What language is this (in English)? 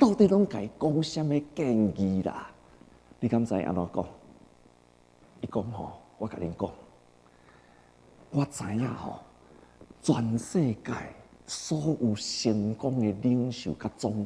Min Nan Chinese